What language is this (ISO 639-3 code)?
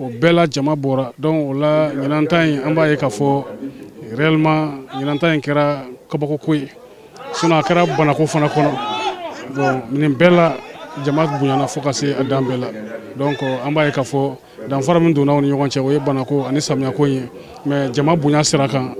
bam